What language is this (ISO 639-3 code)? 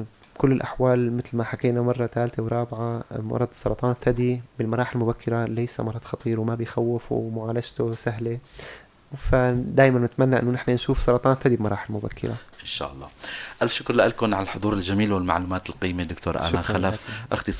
apc